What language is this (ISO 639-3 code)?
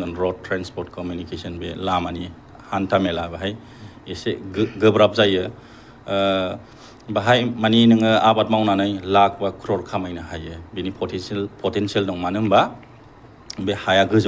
brx